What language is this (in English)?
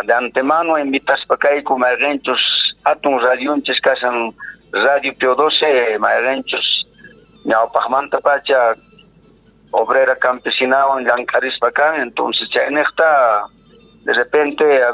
Quechua